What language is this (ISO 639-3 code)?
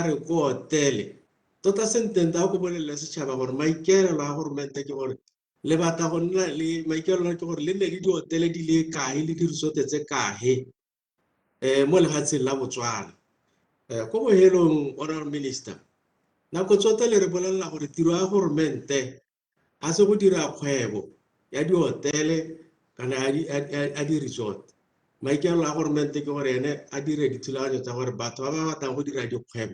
tsn